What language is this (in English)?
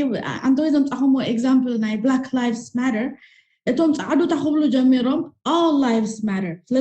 Tigrinya